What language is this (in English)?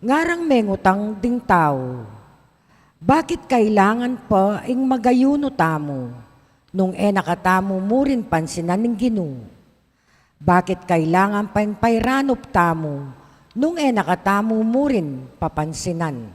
Pampanga